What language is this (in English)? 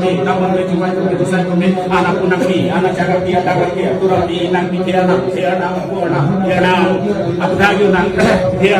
Karbi